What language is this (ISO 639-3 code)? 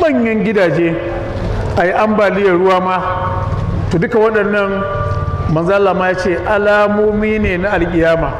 hau